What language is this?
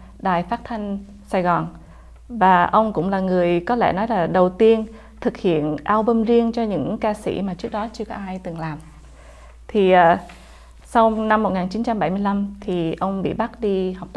Vietnamese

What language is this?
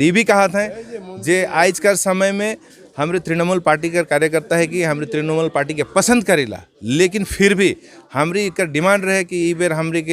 Sadri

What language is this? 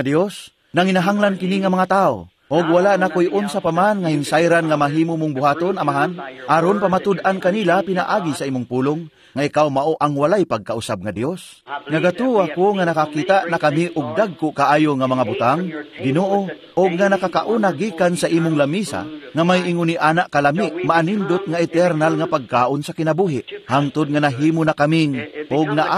Cebuano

